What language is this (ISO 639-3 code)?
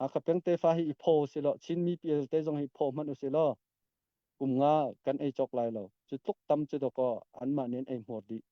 cnh